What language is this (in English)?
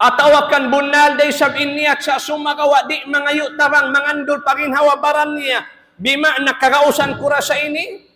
Tausug